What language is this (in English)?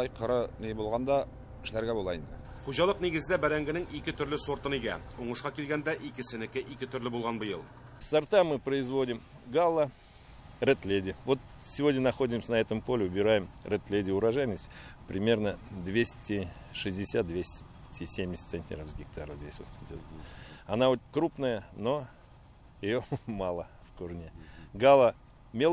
Tatar